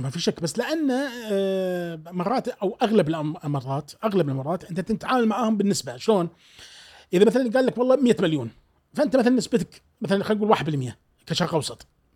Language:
Gulf Arabic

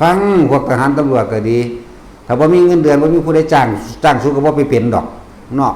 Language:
Northeastern Thai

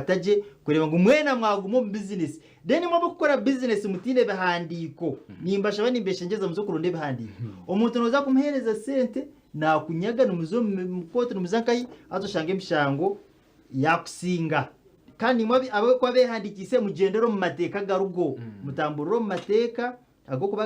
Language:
Nyankole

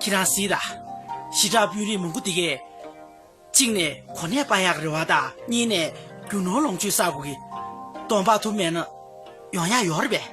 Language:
Tibetan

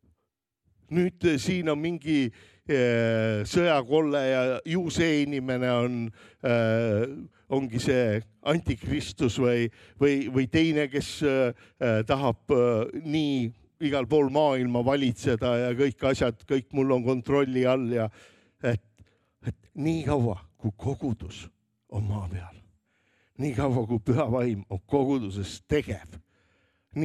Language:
Estonian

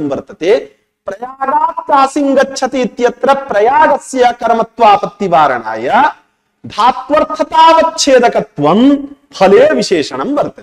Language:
Sanskrit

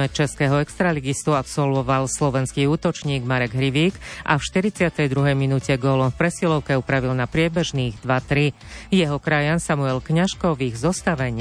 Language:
Slovak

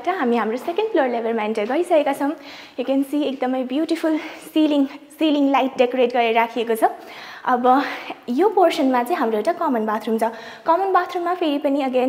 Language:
Nepali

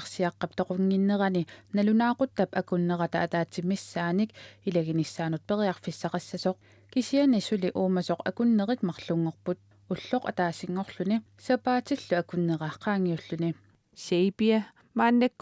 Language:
Kalaallisut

